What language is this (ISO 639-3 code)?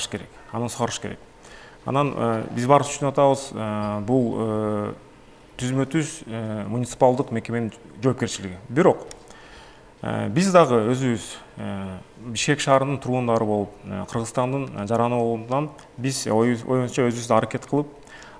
kir